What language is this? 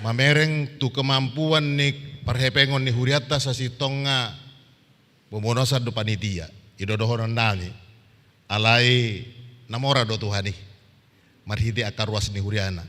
Batak Toba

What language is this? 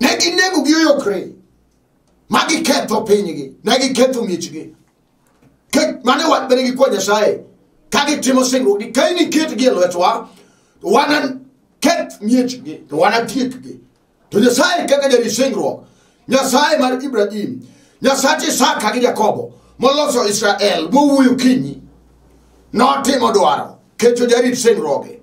Luo (Kenya and Tanzania)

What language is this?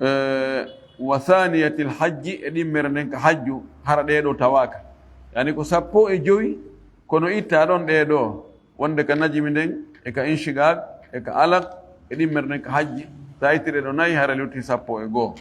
Fula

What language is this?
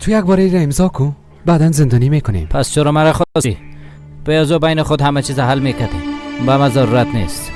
Persian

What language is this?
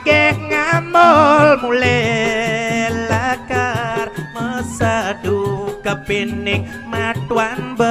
Balinese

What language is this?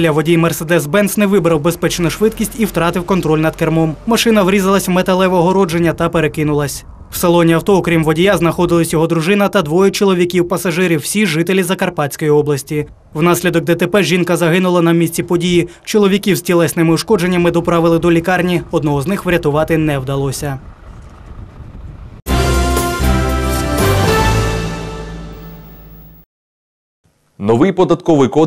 Ukrainian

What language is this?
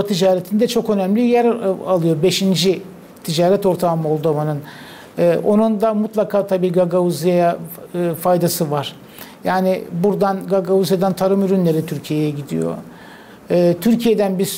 Gagauz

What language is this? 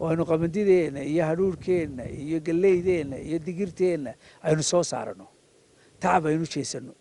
Somali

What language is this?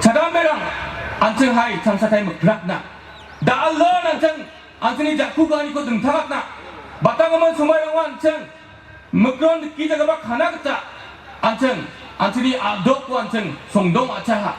Garo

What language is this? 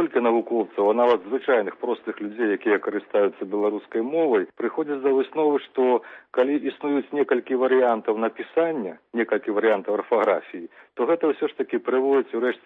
Belarusian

